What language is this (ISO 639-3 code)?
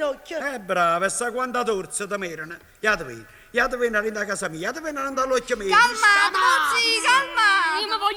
nap